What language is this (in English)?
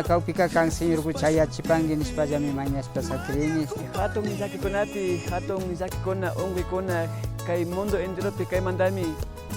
Imbabura Highland Quichua